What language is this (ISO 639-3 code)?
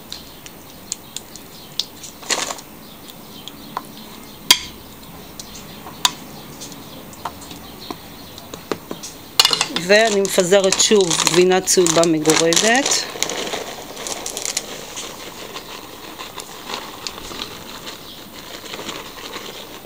heb